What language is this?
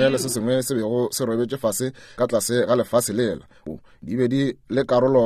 Northern Sotho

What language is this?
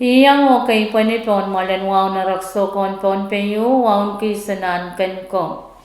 Pohnpeian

